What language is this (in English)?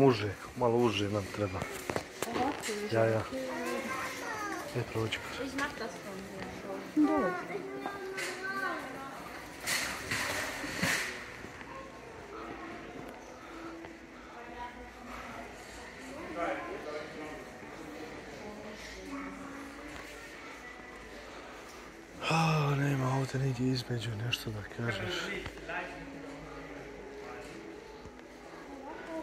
Croatian